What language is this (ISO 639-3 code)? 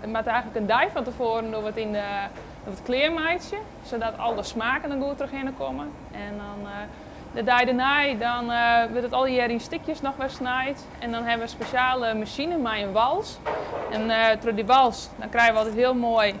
fry